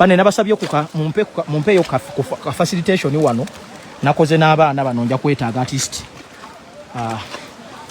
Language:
Ganda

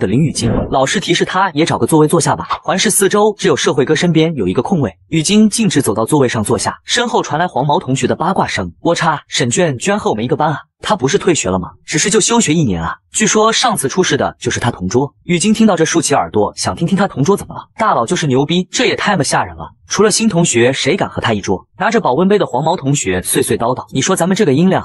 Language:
Chinese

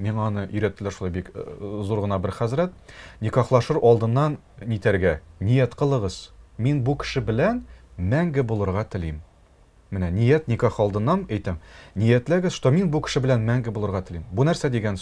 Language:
Tatar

